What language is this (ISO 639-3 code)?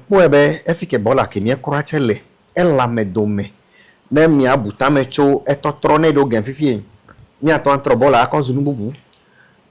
ewe